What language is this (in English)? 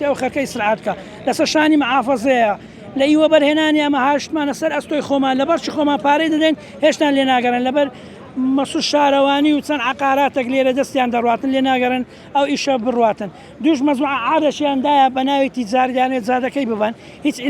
Central Kurdish